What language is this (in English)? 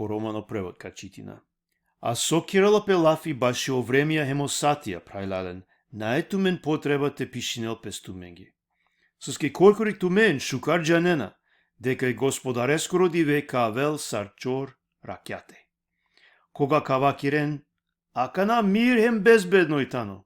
Balkan Romani